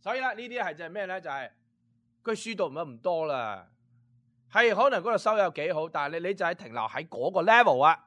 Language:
Cantonese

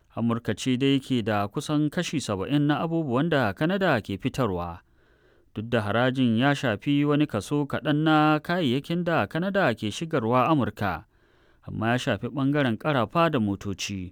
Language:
Hausa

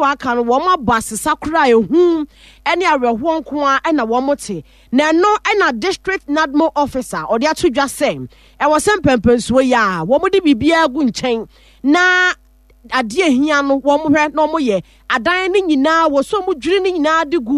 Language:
Akan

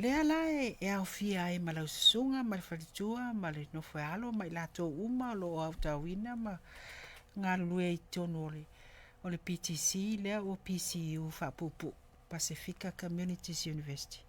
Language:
Samoan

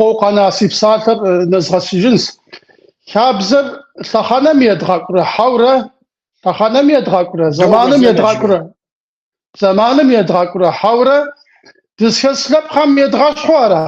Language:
Kabardian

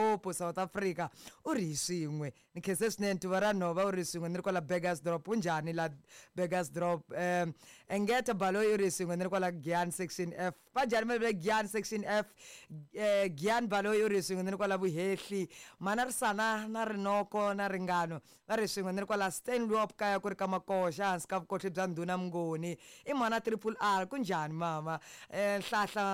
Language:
Tsonga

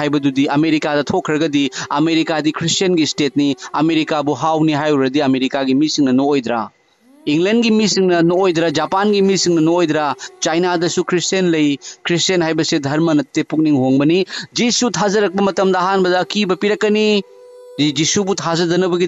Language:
Manipuri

